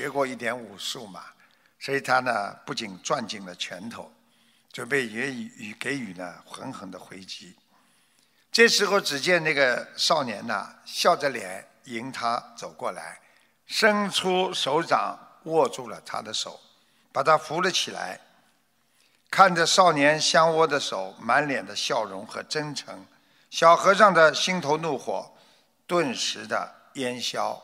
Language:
Chinese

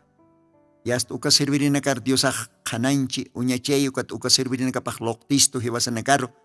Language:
Aymara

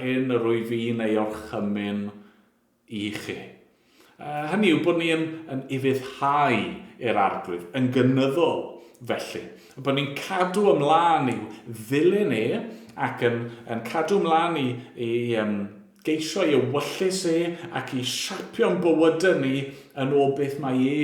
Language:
Welsh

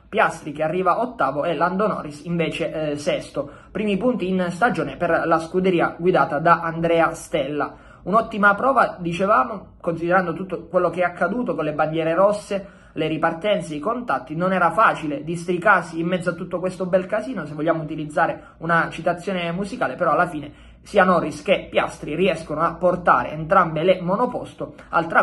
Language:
Italian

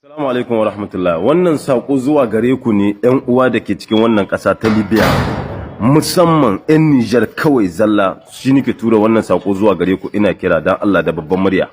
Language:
Hausa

